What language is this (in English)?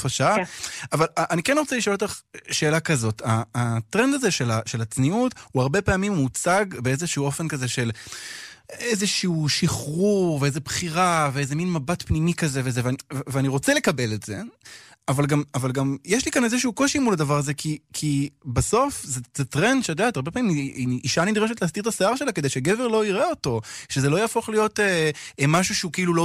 Hebrew